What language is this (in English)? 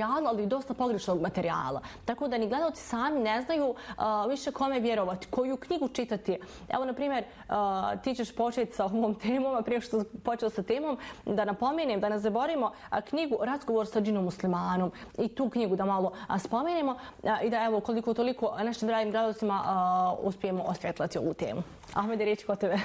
Bosnian